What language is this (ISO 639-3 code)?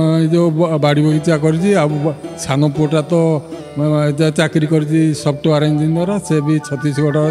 ori